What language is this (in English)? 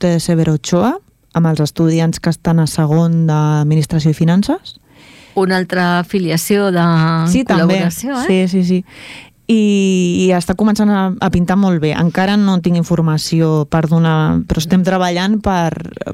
Catalan